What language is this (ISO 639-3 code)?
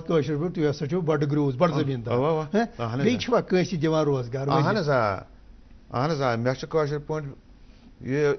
kas